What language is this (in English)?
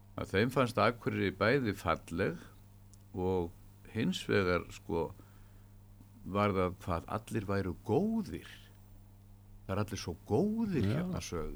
Icelandic